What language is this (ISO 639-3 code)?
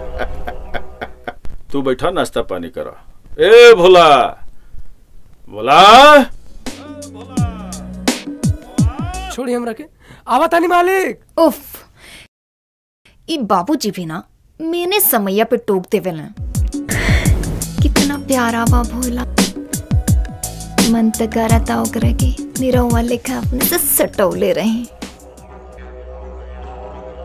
bho